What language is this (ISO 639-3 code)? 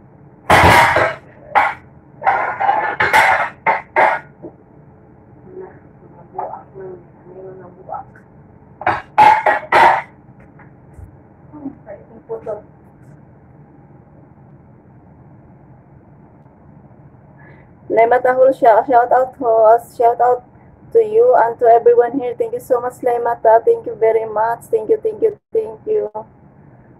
fil